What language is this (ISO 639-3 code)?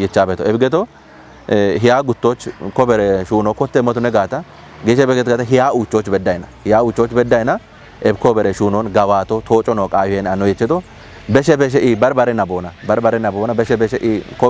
kbr